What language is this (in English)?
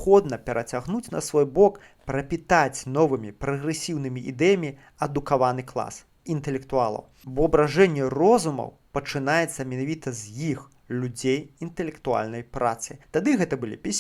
Belarusian